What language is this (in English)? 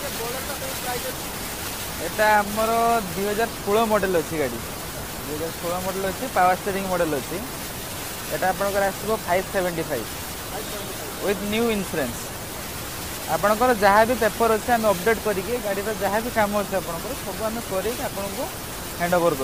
Odia